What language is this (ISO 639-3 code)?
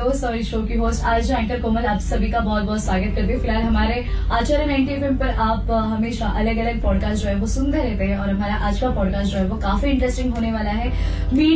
hin